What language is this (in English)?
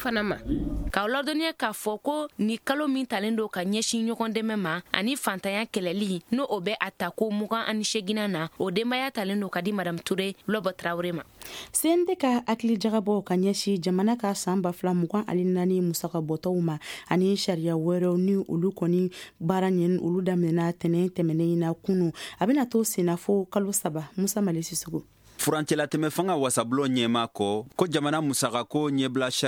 Bambara